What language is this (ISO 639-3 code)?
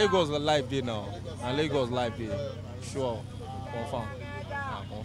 pcm